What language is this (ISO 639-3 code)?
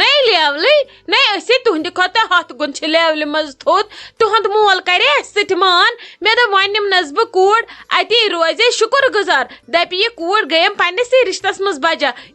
kas